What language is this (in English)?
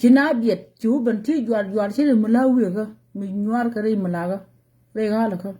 Nuer